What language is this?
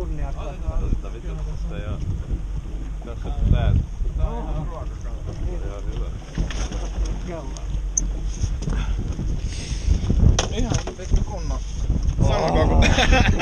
Finnish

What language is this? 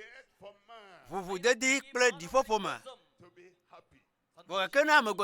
Ewe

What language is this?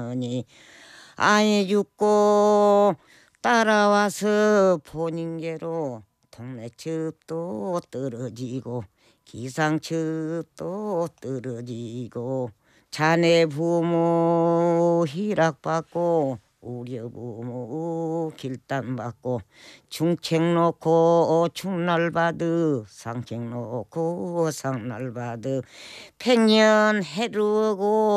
Korean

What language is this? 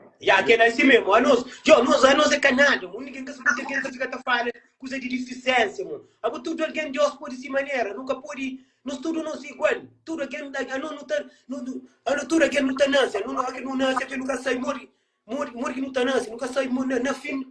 Kabuverdianu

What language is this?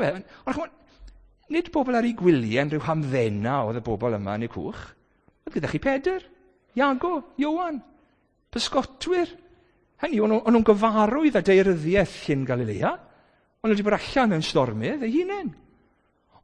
Welsh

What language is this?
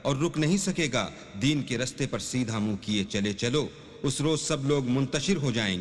Urdu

